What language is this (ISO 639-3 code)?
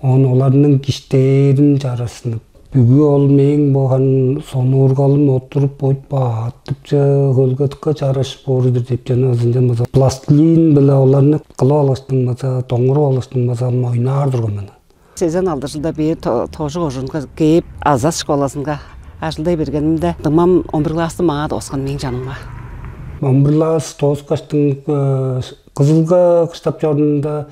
tyv